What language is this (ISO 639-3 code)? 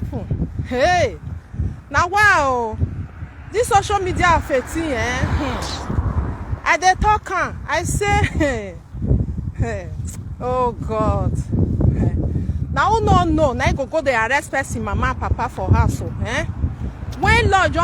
pcm